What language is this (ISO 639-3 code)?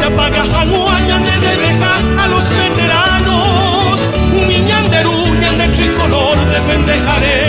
grn